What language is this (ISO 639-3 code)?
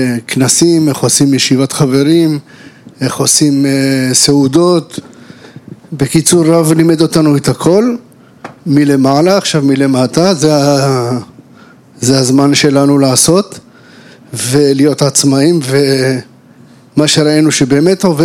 heb